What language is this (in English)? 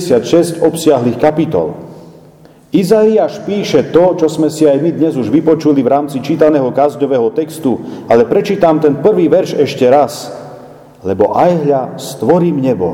Slovak